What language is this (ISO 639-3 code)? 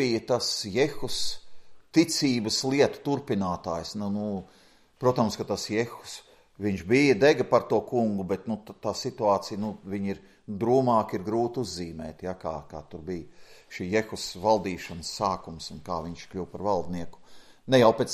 lav